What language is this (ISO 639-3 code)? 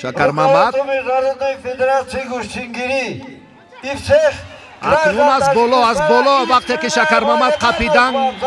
tgk